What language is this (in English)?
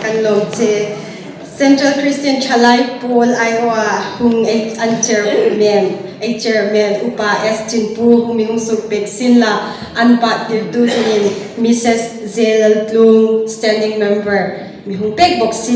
Hmar